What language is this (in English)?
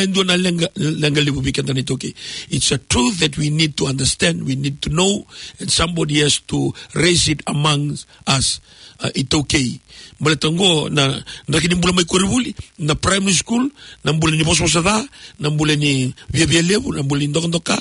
Fijian